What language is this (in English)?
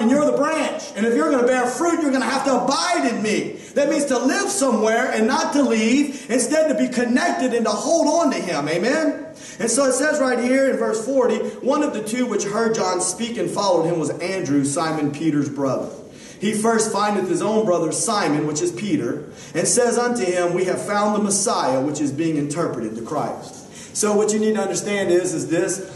English